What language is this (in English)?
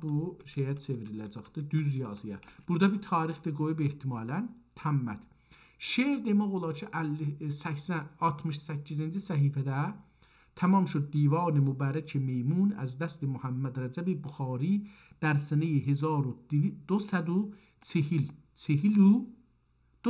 South Azerbaijani